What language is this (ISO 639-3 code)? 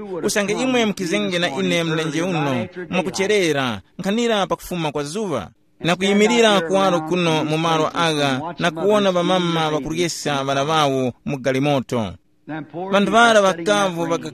tum